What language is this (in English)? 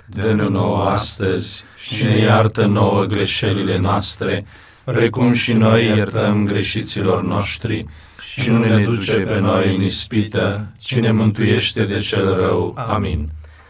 Romanian